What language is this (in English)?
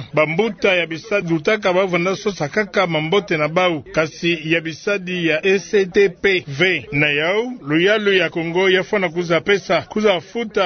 Kituba (Democratic Republic of Congo)